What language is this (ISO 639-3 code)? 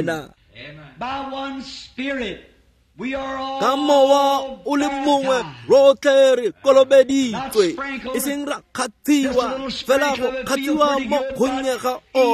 tsn